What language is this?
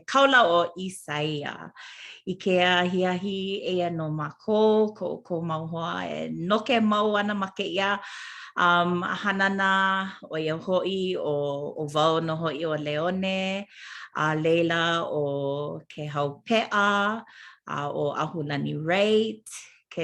Hawaiian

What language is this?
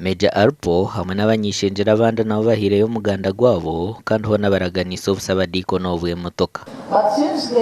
Nyankole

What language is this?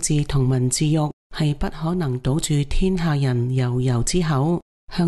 Cantonese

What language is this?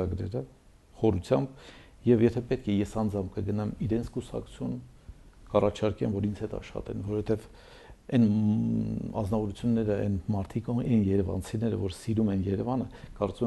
Armenian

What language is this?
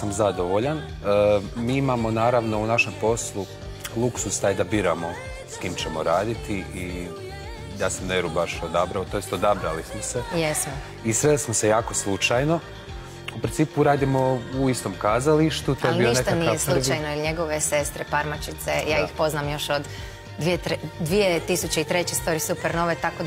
Croatian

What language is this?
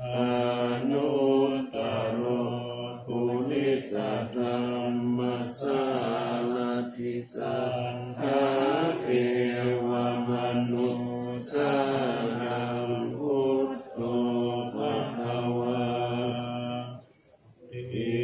Pali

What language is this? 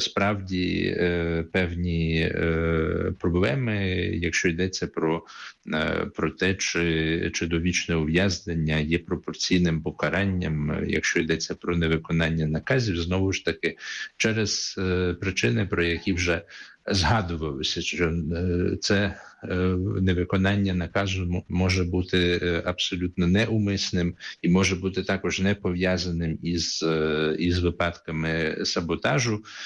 Ukrainian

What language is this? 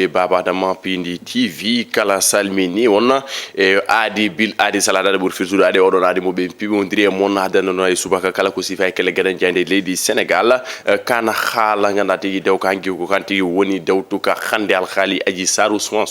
Fula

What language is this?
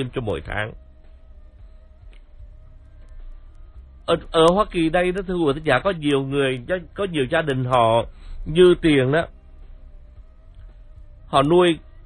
Vietnamese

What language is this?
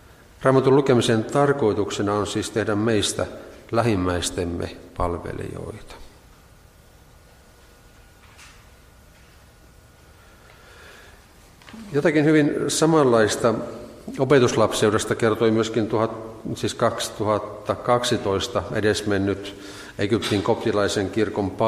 Finnish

